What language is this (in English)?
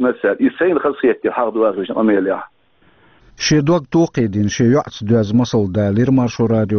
Chechen